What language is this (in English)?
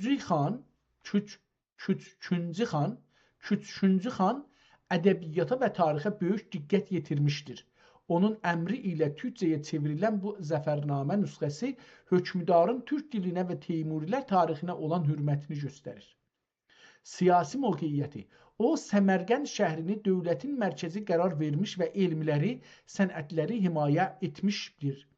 South Azerbaijani